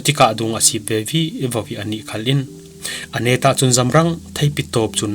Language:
Falam Chin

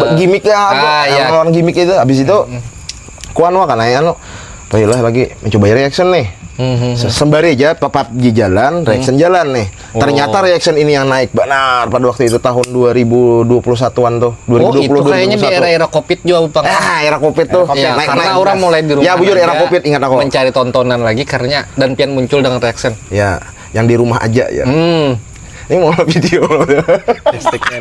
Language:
Banjar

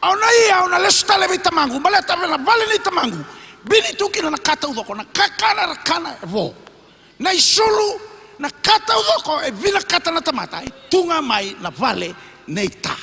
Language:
Fijian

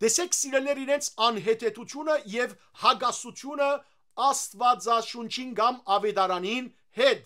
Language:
Western Armenian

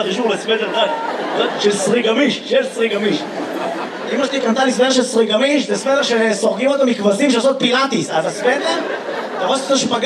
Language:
Hebrew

